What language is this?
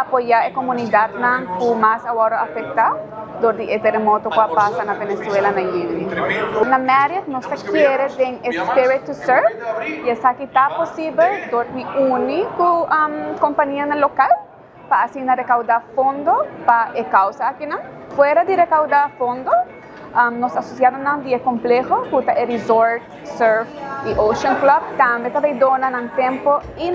Papiamento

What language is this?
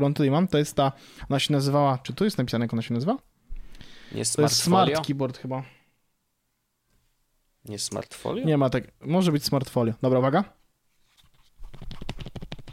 Polish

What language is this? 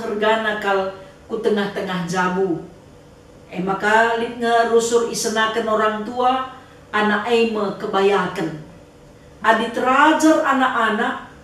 Batak Karo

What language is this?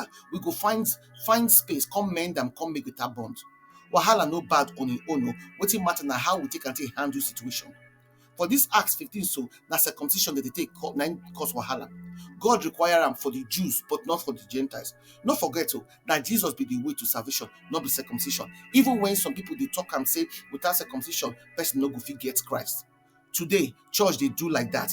Nigerian Pidgin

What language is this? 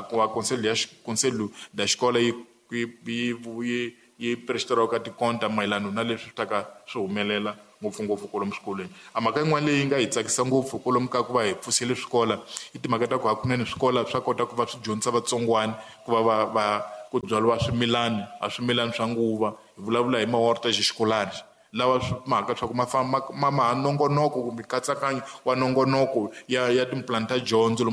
Tsonga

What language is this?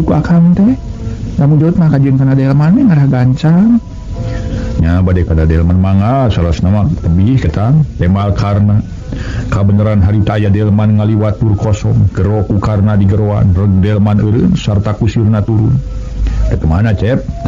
Sundanese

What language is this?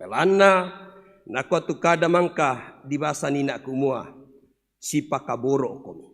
Toraja-Sa'dan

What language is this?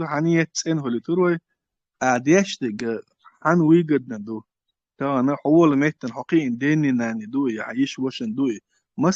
Chechen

